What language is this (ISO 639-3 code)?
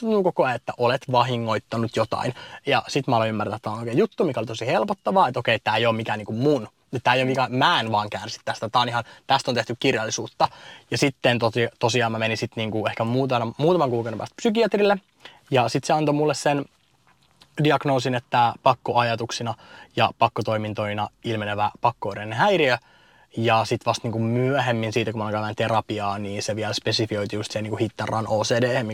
fin